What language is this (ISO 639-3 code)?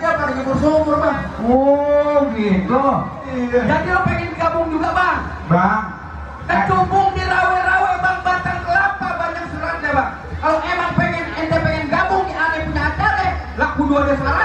bew